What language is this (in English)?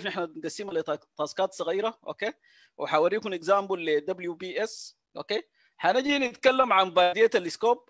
Sudanese Arabic